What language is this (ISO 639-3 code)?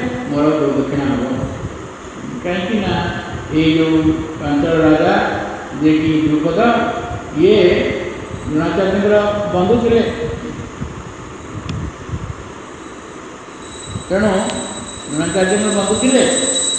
ori